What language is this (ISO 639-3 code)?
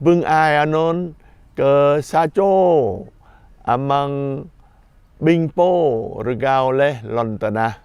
jra